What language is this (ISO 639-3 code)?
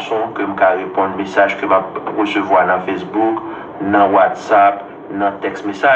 hat